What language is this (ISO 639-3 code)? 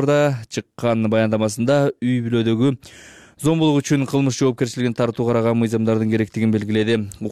kir